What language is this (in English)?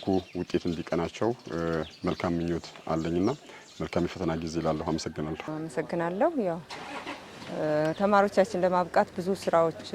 Amharic